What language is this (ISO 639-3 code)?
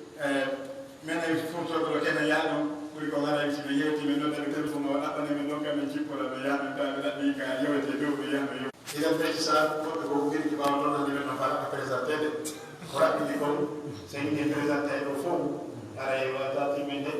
fuf